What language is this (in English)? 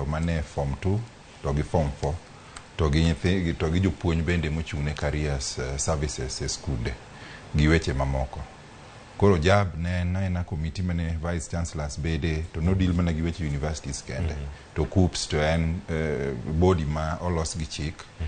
Luo (Kenya and Tanzania)